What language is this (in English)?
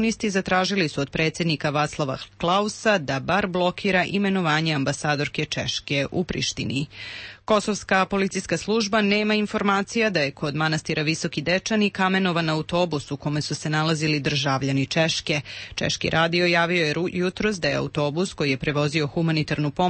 Serbian